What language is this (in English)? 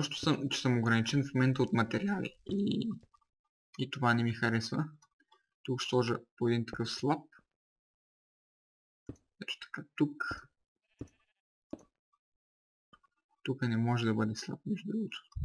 Bulgarian